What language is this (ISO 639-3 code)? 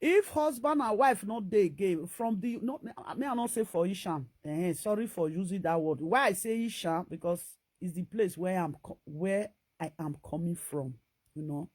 pcm